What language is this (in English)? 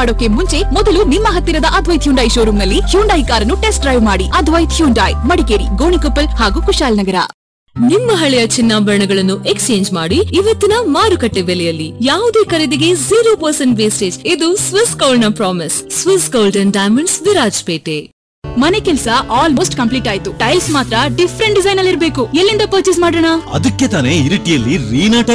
Kannada